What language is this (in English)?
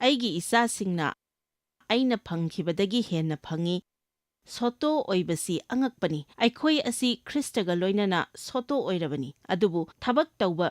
Manipuri